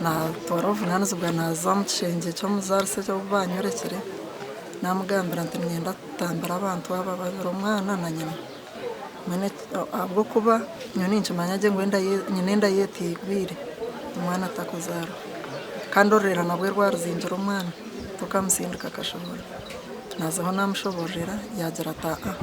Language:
Nyankole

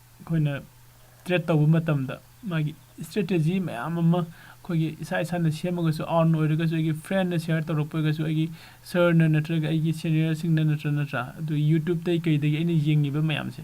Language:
Manipuri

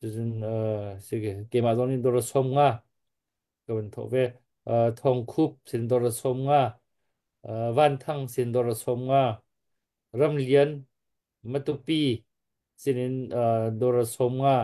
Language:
Hakha Chin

